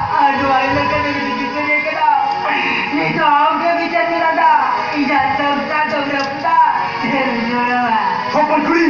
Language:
Santali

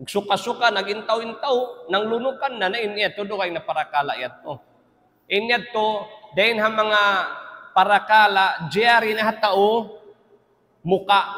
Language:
Tausug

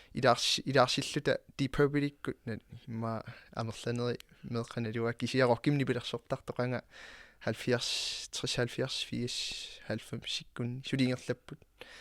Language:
Kalaallisut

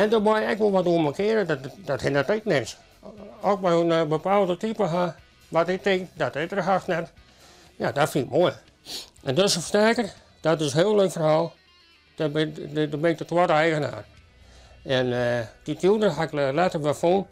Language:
Western Frisian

